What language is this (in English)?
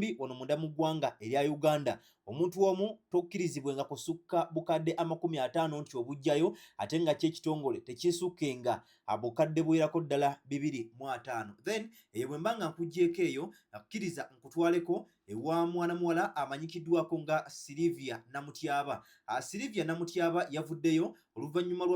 Ganda